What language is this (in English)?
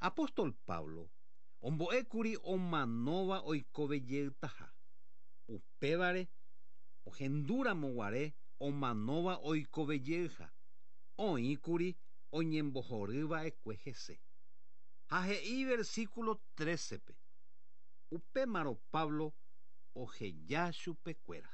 Guarani